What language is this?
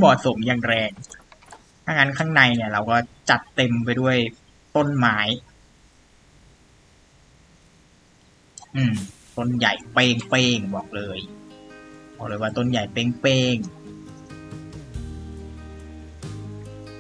Thai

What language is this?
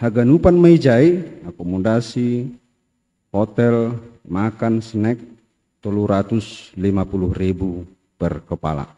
Batak Simalungun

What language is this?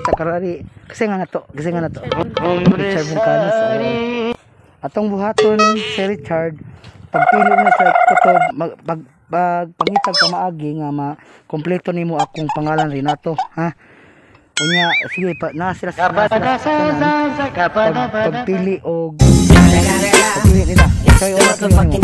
Cebuano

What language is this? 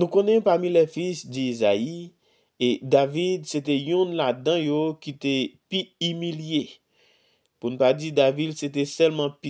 Haitian Creole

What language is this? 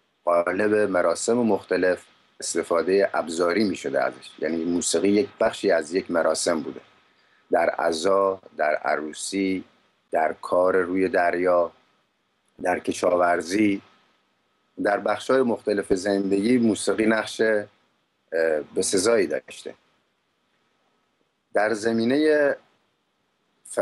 Persian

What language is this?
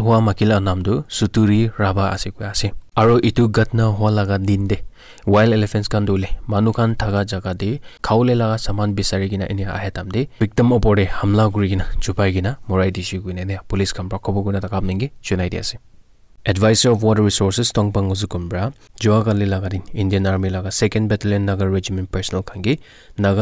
Naga Pidgin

